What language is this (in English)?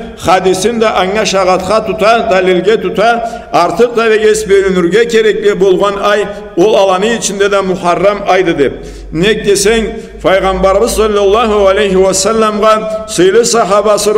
Karachay-Balkar